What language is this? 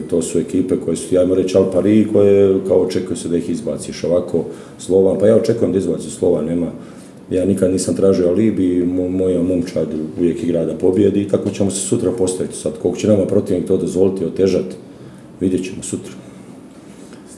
Croatian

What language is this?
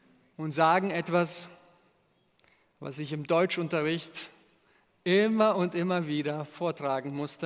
German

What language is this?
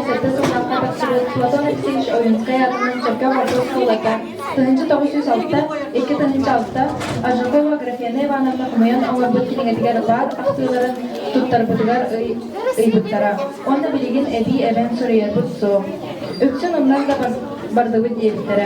Yakut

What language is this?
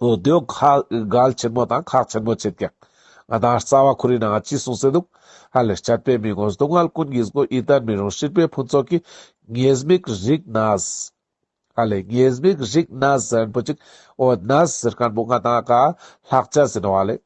Ladakhi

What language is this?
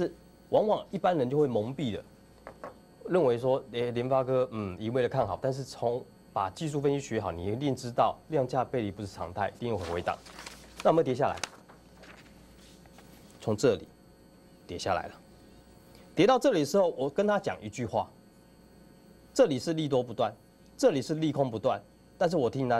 Chinese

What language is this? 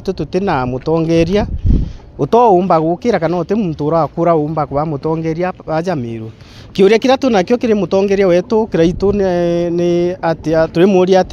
Meru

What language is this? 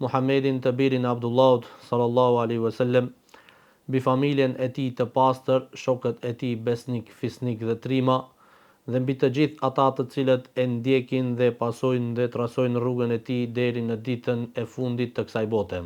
Albanian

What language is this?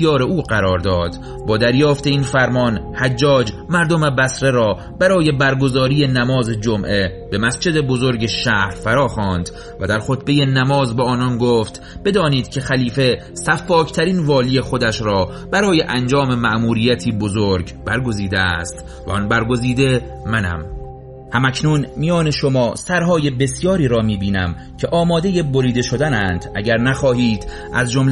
Persian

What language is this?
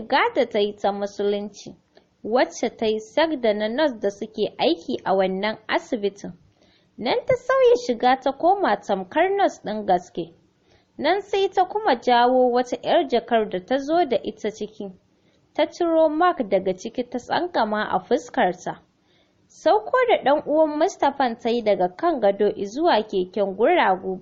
Hausa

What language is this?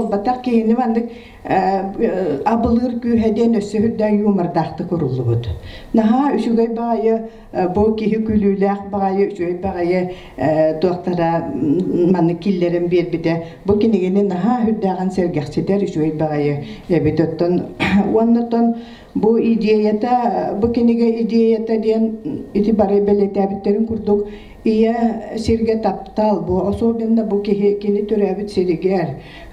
Yakut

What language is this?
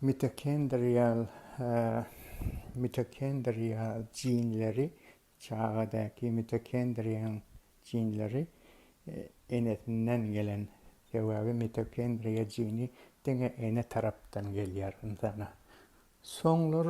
Turkmen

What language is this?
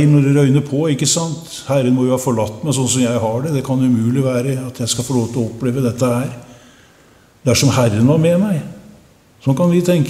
Norwegian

